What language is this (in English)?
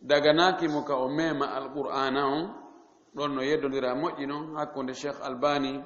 Fula